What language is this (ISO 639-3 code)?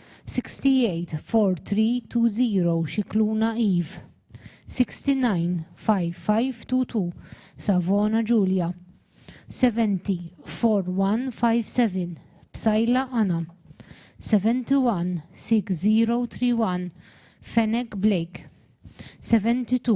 eng